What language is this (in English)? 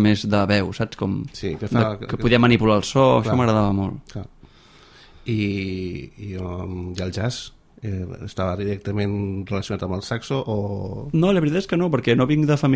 Catalan